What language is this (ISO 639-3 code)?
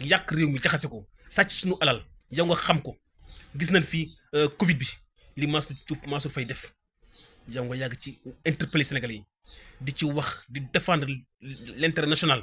wol